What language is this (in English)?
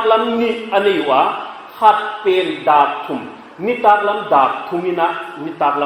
Paite Chin